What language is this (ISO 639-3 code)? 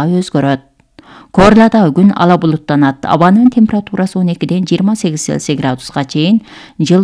kir